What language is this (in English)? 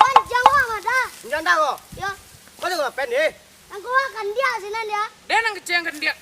Minangkabau